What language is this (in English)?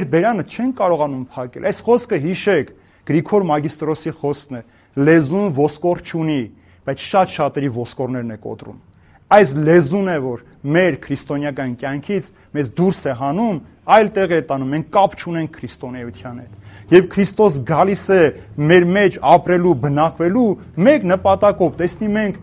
Armenian